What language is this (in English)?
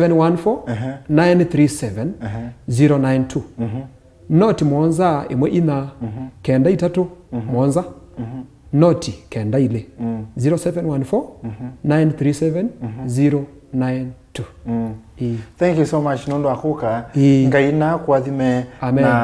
Kamba